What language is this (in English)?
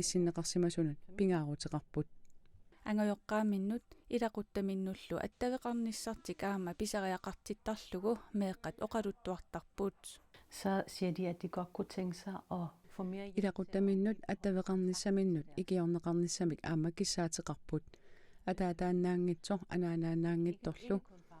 Kalaallisut